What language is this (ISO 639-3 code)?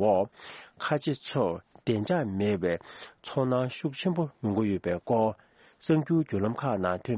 bod